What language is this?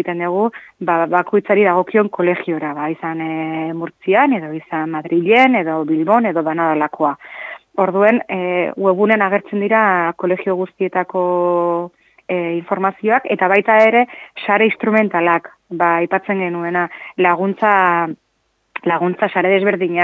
Basque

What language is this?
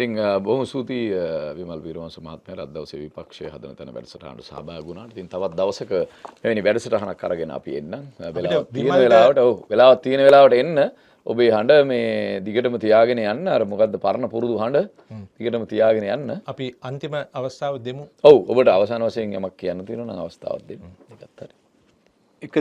Sinhala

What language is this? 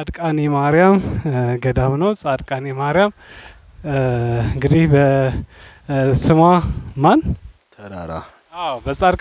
Amharic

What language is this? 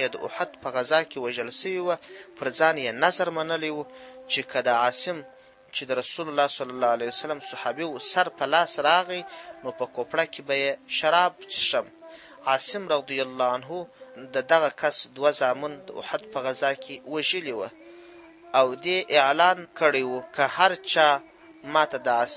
Pashto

